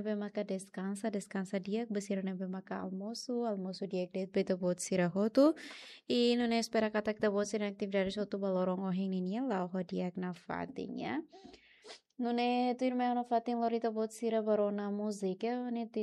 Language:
Tetum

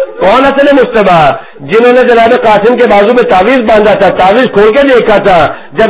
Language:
Urdu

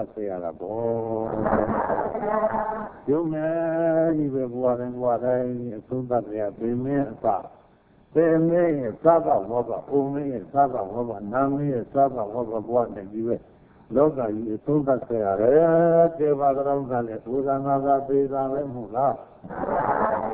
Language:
Burmese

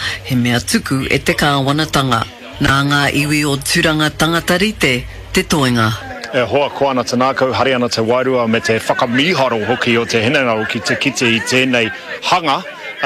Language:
Māori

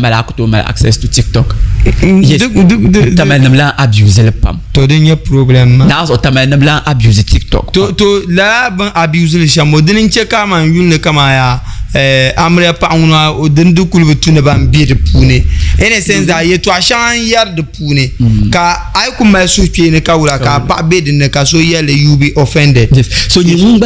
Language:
Dagbani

